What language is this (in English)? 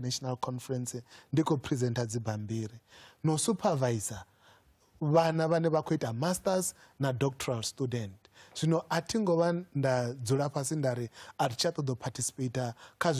Venda